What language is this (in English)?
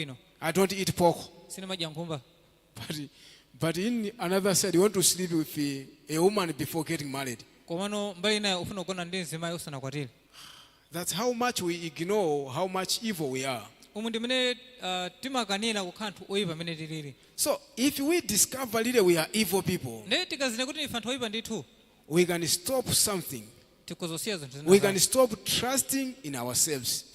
Nyanja